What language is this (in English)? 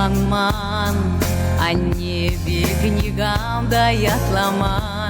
Chuvash